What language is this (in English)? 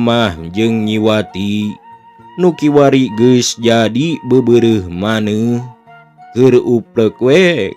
Sundanese